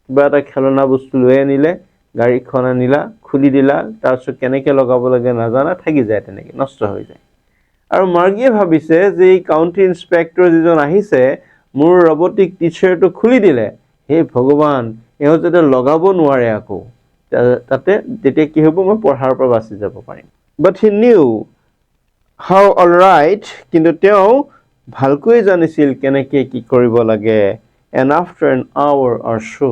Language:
Assamese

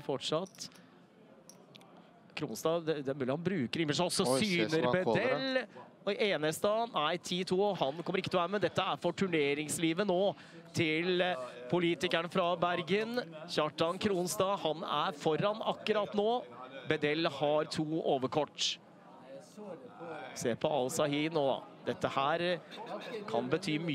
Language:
Norwegian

